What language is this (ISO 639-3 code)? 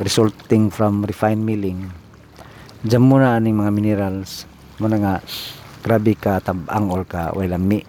ceb